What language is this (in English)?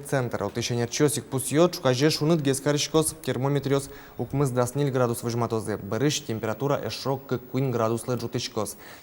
Udmurt